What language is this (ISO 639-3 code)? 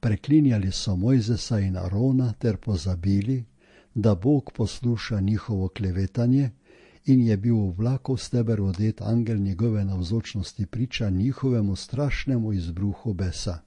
slv